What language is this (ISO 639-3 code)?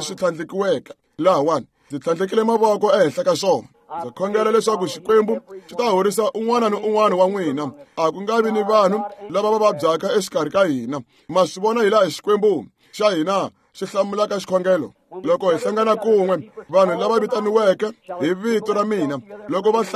tso